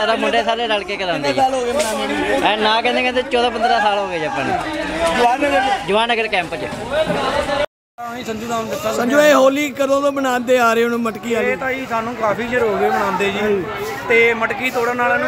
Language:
Punjabi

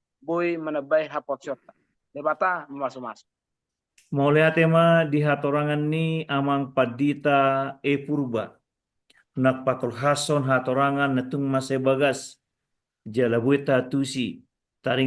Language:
Batak Toba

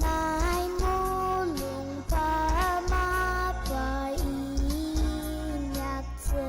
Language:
Ao Naga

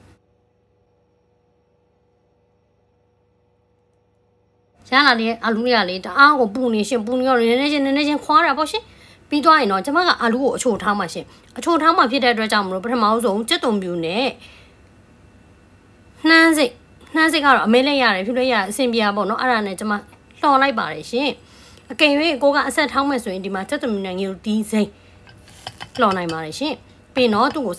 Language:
Burmese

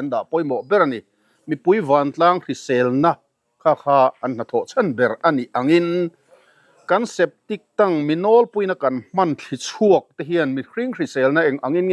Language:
Mizo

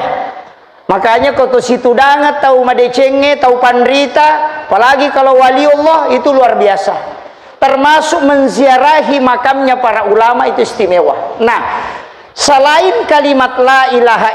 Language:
Buginese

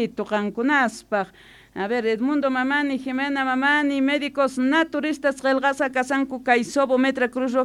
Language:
Quechua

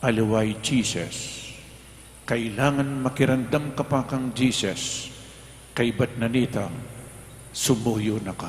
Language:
Pampanga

